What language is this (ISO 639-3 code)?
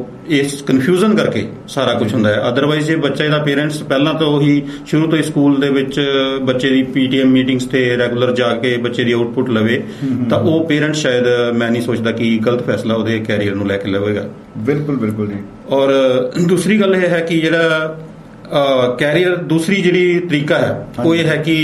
pan